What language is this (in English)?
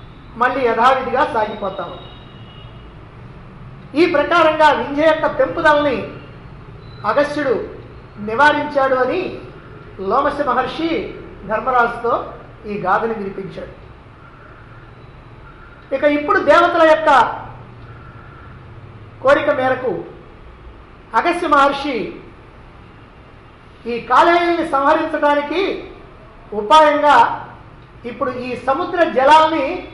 Telugu